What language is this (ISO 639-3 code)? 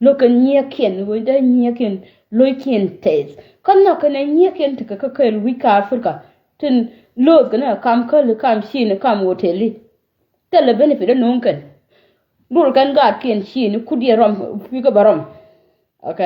nus